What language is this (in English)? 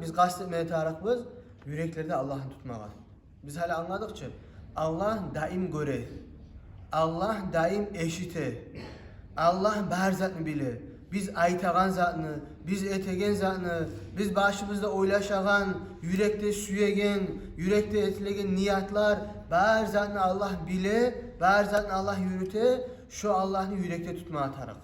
Kumyk